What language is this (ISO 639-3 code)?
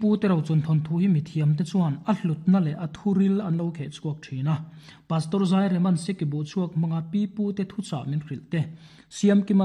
lus